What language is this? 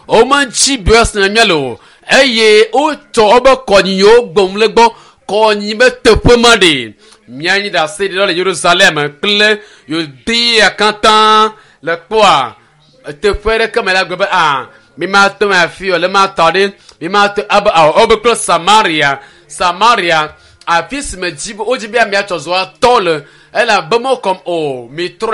Ewe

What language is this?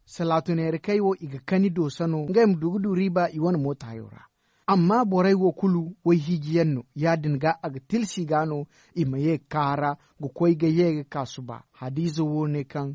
Zarma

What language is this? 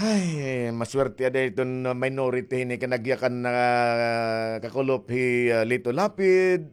Waray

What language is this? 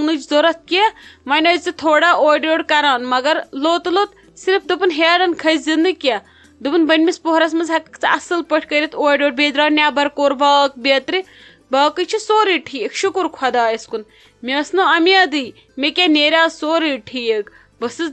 Kashmiri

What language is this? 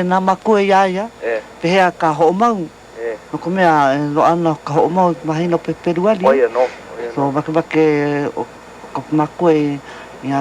Hawaiian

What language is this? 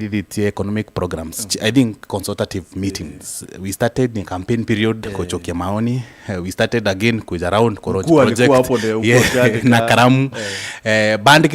Meru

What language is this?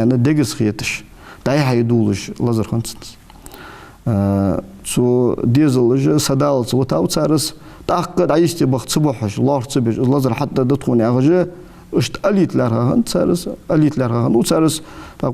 Ingush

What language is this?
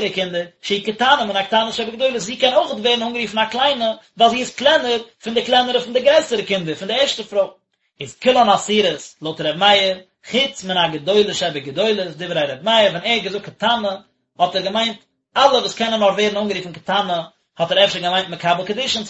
Yiddish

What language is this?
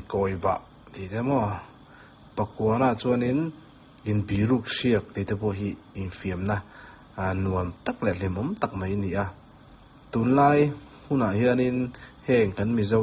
Mizo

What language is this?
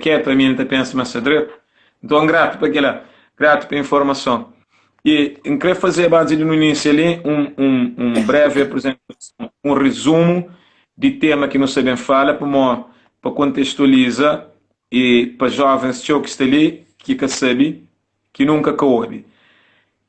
Kabuverdianu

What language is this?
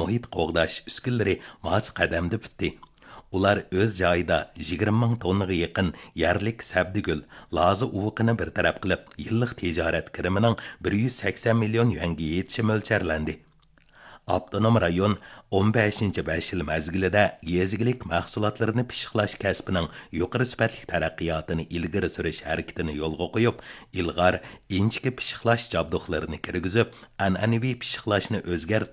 Uyghur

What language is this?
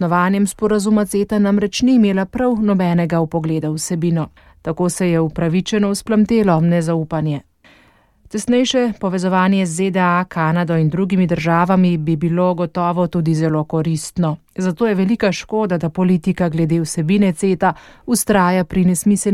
Slovenian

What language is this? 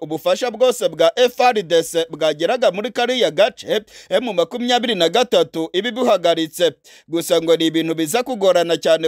Kinyarwanda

